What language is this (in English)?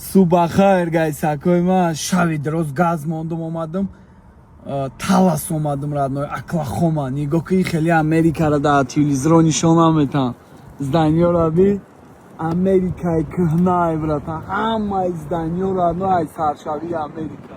Tajik